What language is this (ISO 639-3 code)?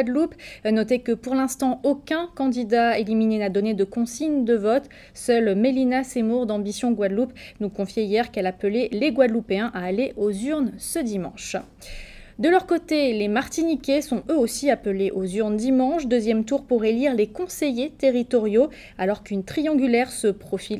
fra